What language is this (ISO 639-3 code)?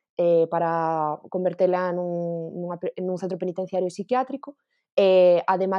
glg